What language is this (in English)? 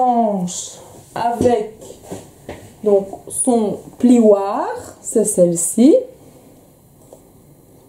French